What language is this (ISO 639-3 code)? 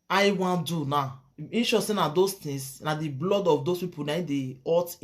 pcm